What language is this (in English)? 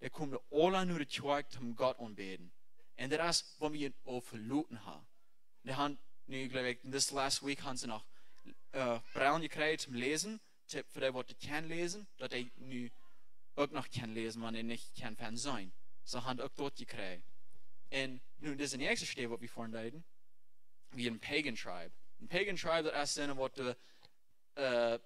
Plautdietsch